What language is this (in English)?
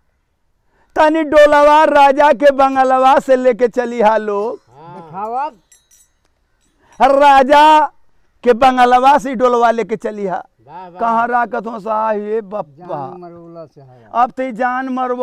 Bhojpuri